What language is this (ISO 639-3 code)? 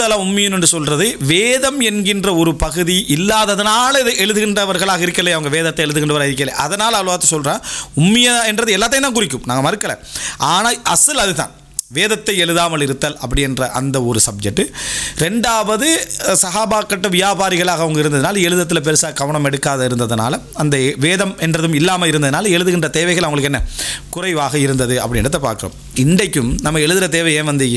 tam